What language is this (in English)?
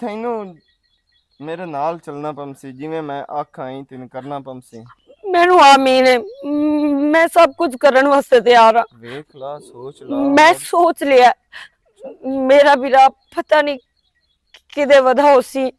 Western Panjabi